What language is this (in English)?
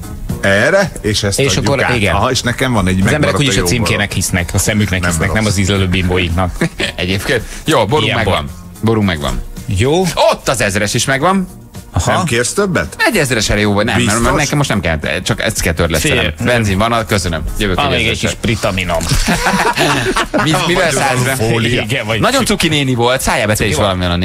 Hungarian